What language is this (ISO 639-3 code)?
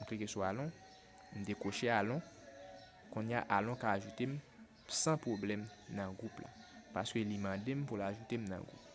hat